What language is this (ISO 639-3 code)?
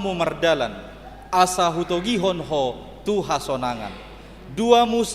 bbc